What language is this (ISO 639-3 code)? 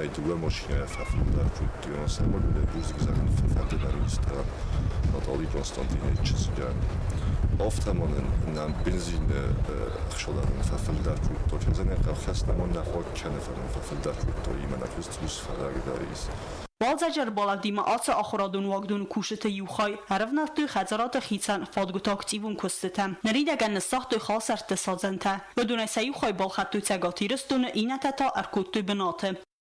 oss